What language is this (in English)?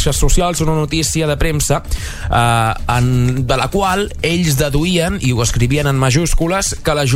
Catalan